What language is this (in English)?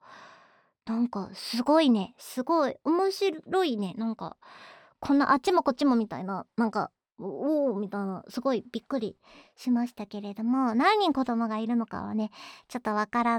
Japanese